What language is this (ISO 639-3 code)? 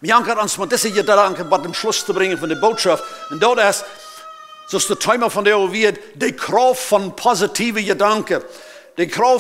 pdt